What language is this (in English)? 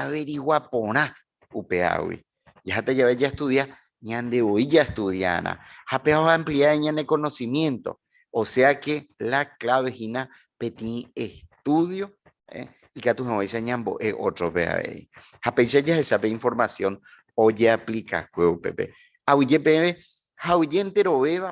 Guarani